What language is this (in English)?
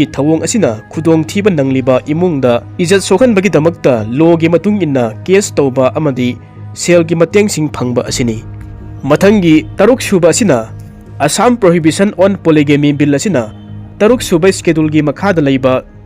Manipuri